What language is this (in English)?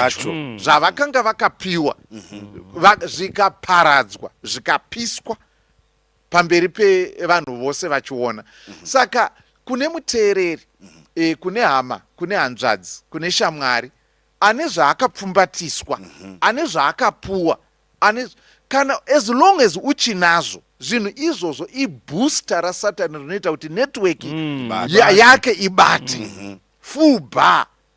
Shona